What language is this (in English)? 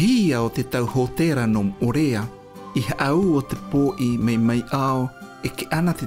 Tahitian